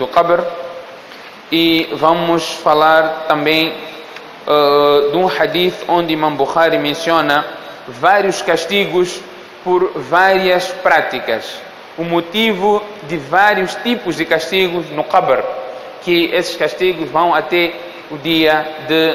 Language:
Portuguese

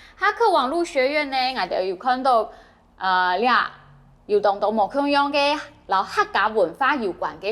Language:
Hakka Chinese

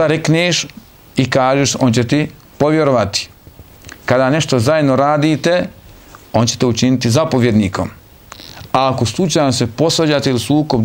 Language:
Bosnian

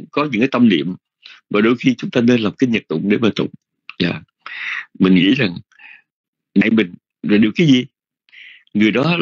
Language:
Vietnamese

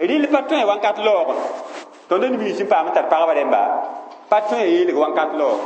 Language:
Mossi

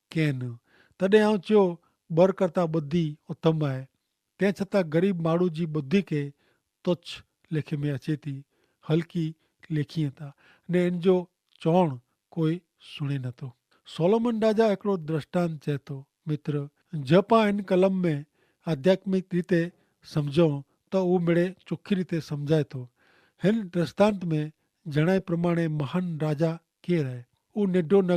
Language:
Kachhi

